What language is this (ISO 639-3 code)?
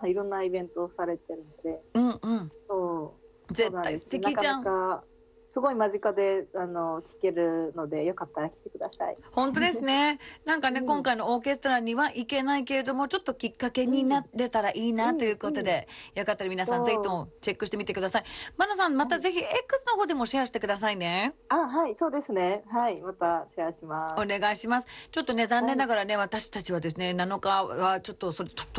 jpn